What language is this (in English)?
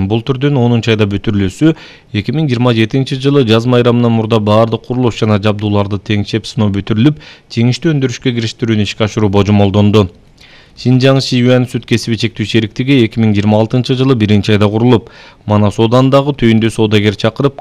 Kyrgyz